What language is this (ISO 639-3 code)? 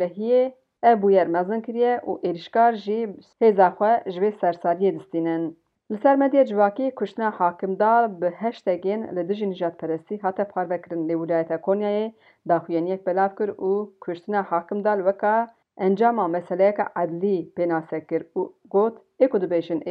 kur